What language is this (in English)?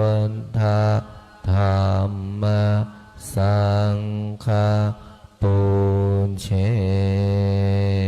Pali